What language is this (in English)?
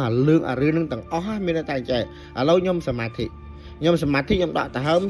Khmer